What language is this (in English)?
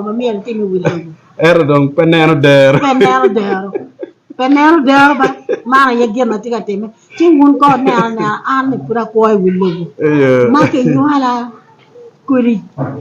Acoli